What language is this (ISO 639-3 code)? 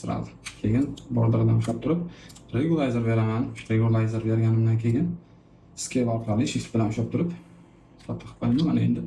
uzb